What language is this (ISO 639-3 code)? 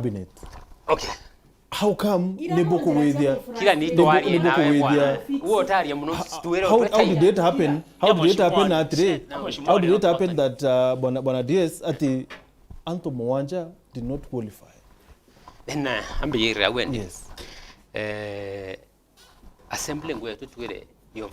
mer